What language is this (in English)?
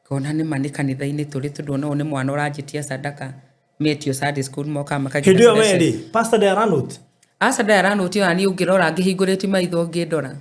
Kikuyu